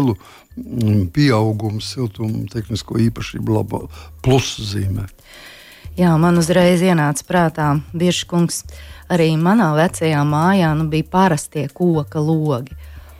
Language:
Latvian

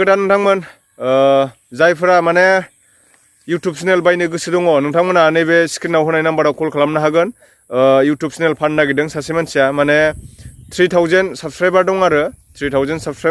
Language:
Bodo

